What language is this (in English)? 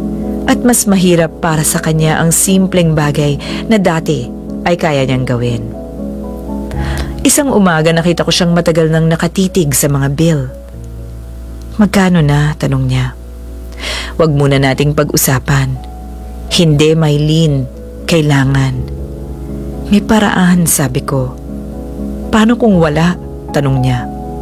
Filipino